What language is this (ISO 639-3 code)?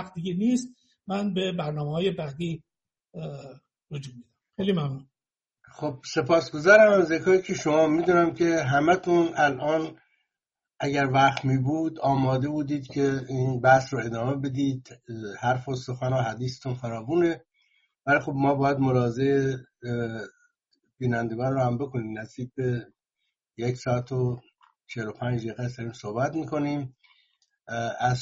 fas